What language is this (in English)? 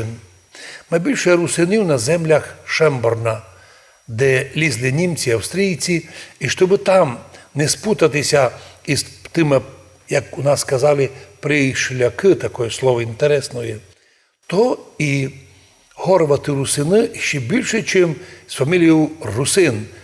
Rusyn